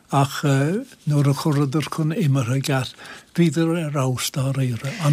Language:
Irish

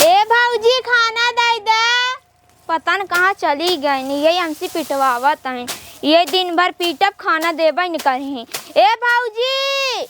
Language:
Awadhi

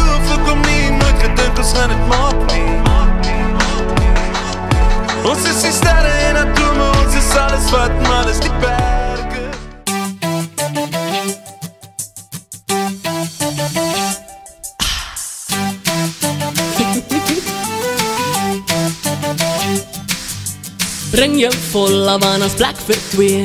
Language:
Afrikaans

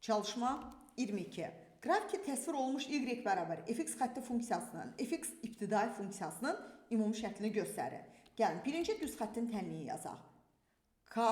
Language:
Azerbaijani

